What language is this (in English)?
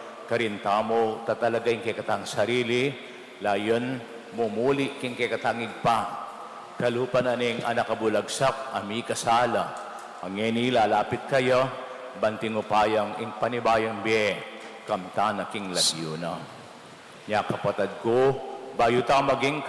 Pampanga